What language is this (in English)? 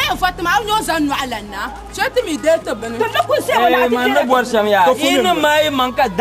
Dagbani